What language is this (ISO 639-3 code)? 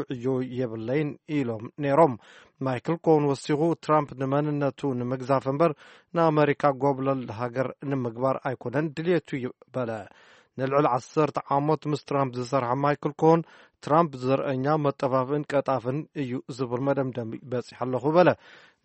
tir